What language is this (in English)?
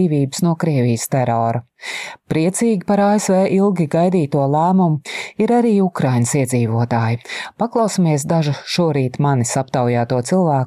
Latvian